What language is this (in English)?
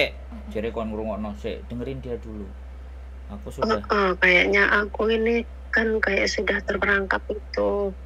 Musi